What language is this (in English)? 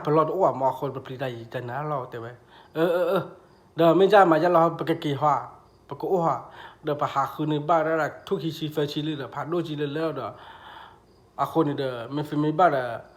S'gaw Karen